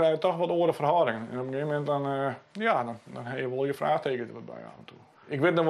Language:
Western Frisian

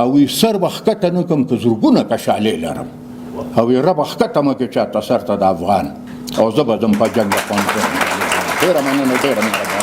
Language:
Pashto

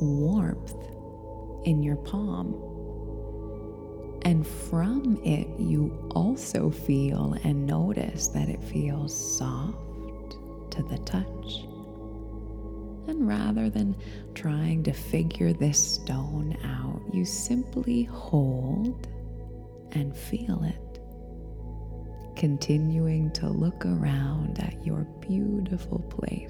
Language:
English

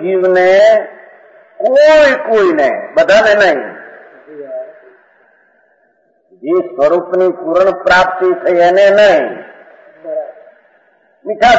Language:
Gujarati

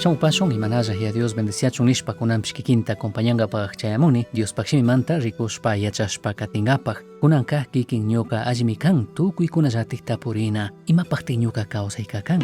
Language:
Chimborazo Highland Quichua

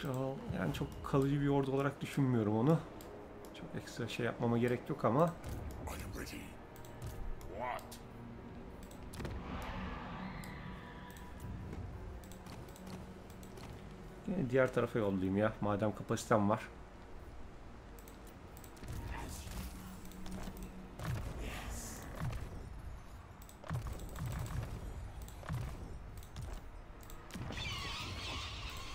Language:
Turkish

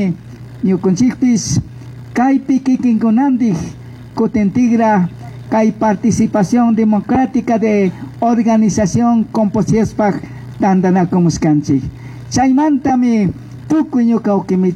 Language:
Chimborazo Highland Quichua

